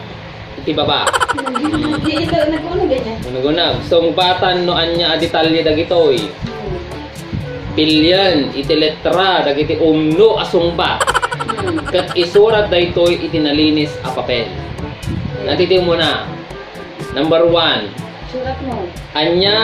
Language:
Iloko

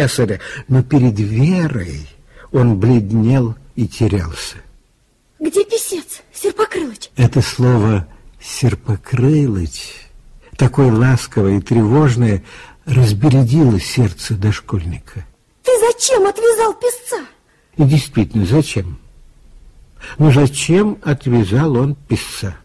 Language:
Russian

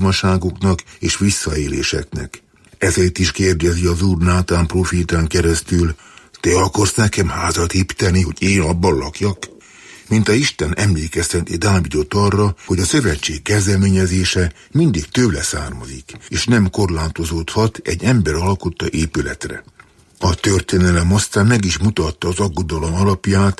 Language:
Hungarian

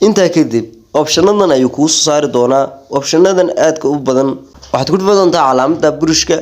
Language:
Somali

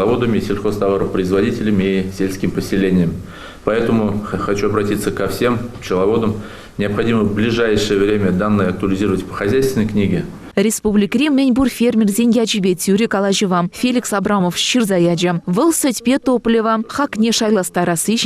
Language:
Chuvash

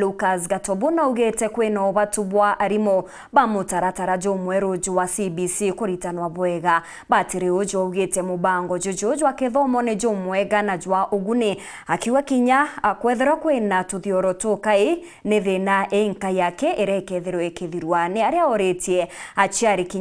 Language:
Meru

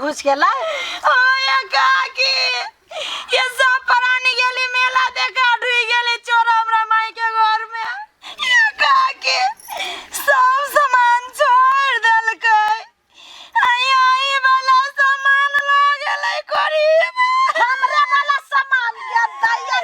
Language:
Maithili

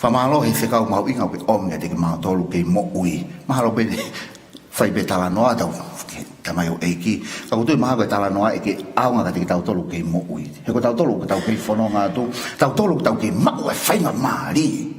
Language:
Tongan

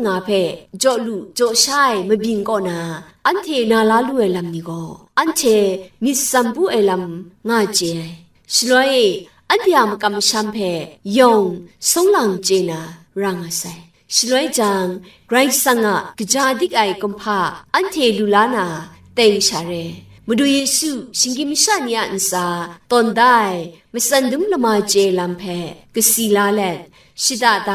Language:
Kachin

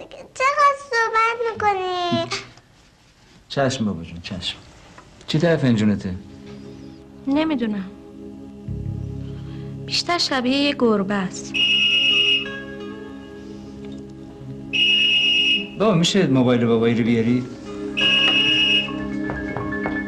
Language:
Persian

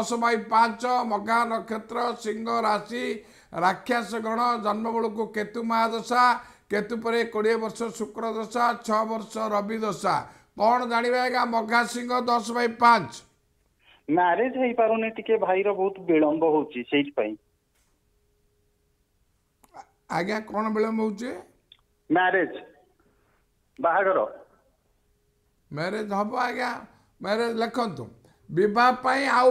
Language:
Odia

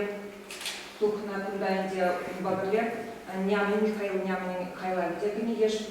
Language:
Chuvash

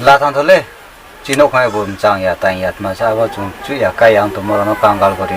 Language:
Riang (India)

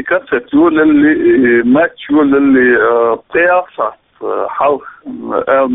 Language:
Chechen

